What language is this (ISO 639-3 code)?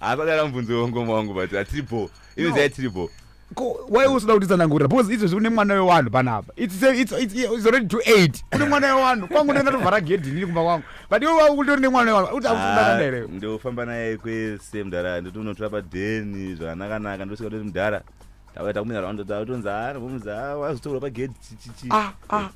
sna